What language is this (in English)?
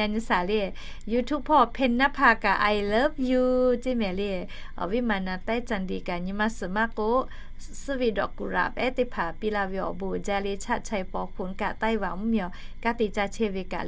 Lahu